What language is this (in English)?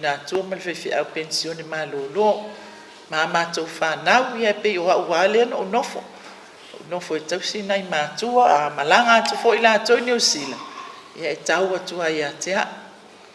Samoan